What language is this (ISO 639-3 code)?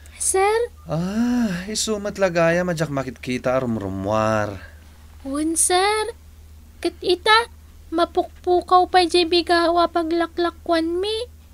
ilo